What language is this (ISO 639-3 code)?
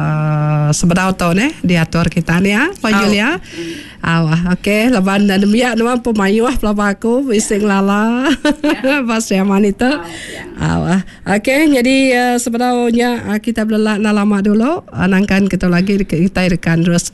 iba